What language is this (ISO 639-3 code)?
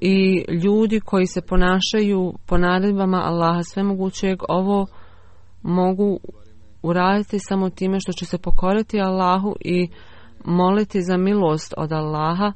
bos